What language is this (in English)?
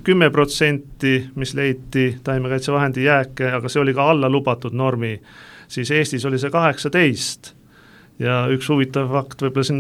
Estonian